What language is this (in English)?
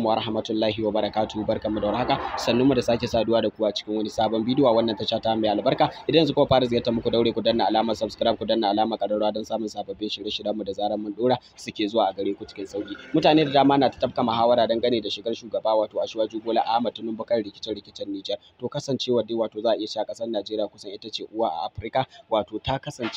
Hausa